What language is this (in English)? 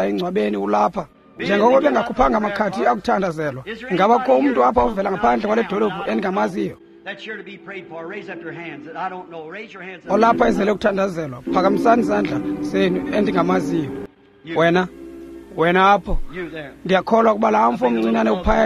Xhosa